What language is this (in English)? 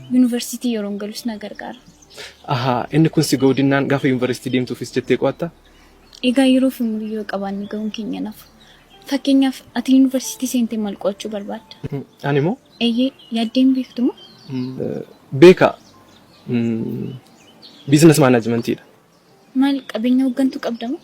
Oromo